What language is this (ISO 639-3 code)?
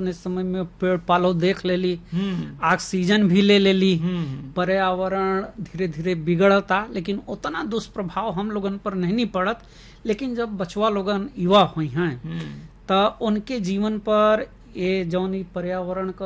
bho